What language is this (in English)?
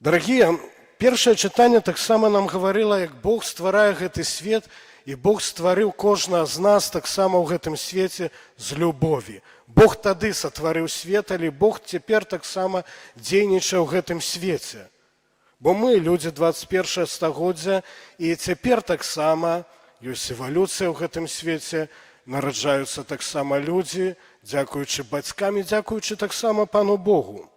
Belarusian